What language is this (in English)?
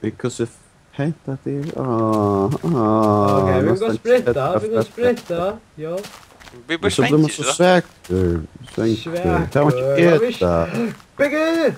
Faroese